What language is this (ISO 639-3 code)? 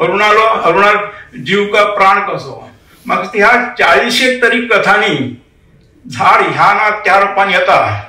kok